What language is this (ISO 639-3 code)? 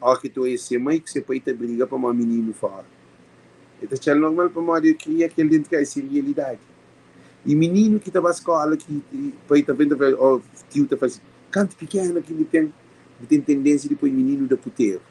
kea